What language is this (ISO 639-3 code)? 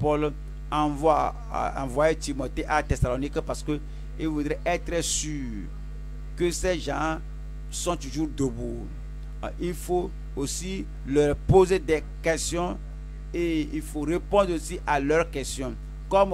fra